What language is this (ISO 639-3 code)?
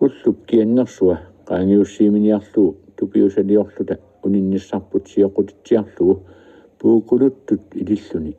kal